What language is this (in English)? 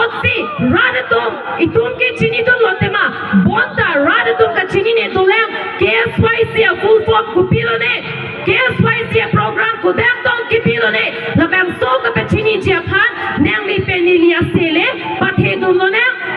Karbi